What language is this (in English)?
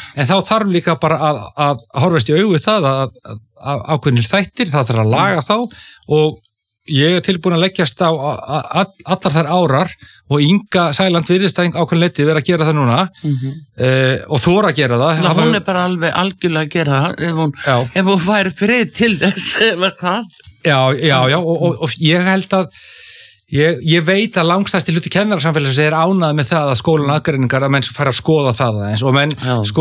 Icelandic